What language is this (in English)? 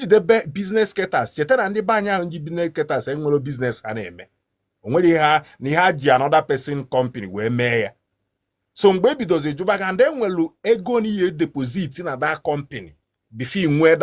Igbo